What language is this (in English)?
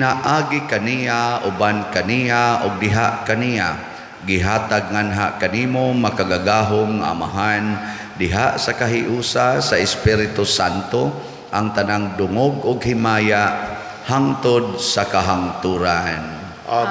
Cebuano